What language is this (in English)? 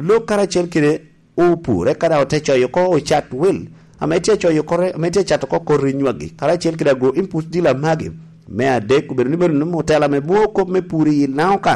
Lango (Uganda)